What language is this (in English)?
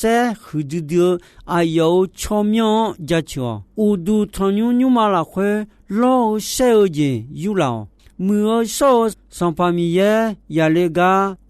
Akha